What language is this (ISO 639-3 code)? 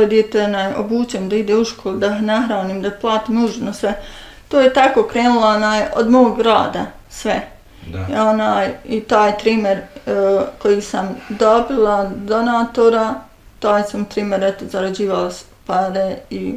bos